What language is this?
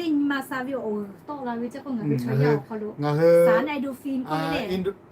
Lahu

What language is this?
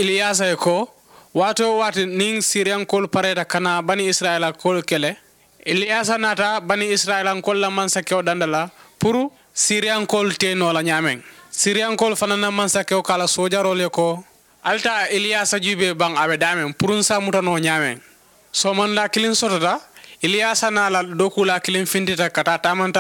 Mandingo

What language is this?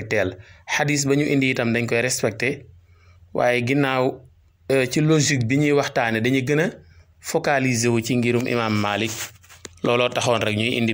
Wolof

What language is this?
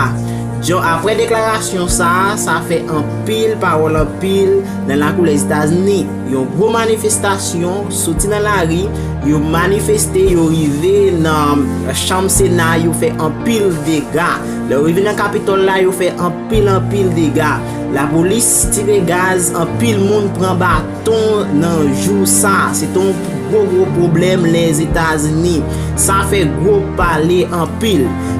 Haitian Creole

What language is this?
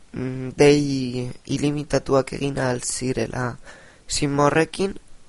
Basque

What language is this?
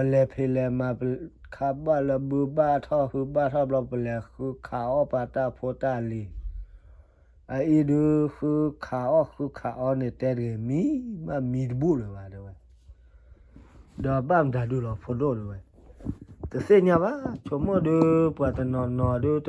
S'gaw Karen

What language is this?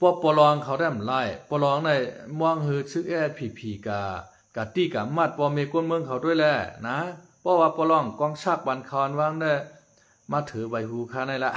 Shan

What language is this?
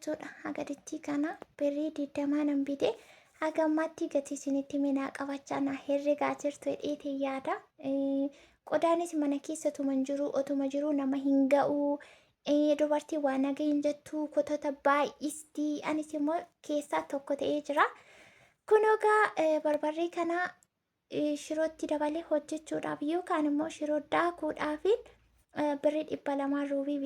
Oromo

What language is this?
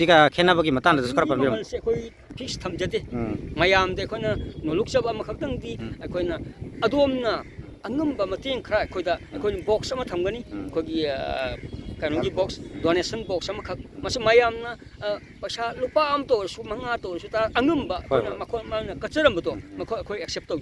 Manipuri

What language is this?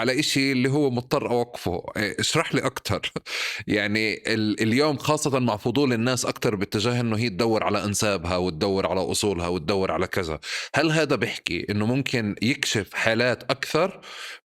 North Levantine Arabic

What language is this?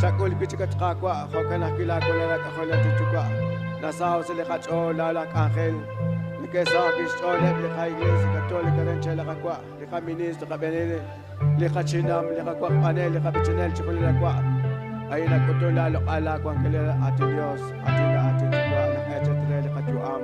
Kekchí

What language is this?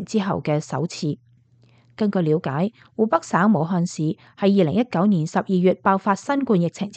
Cantonese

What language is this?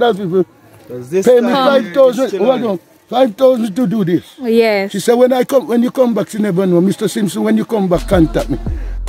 Jamaican Creole English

